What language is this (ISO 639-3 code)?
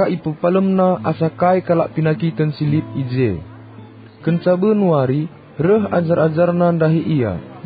btx